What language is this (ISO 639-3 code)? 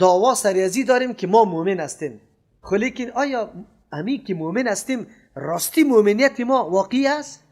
fas